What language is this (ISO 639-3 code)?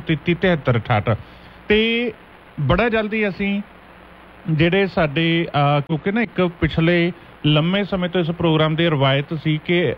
pan